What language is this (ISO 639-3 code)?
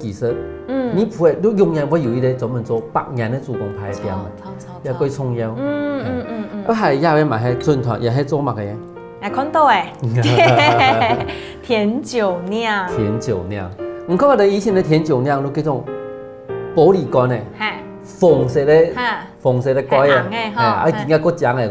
hak